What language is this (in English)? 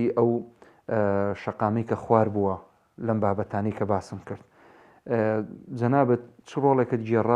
Central Kurdish